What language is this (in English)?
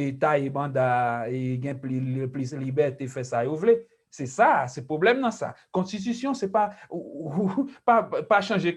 Haitian Creole